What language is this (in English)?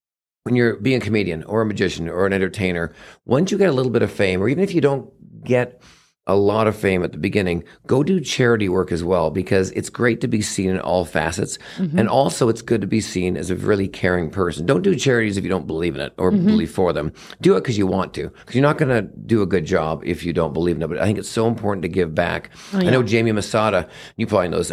English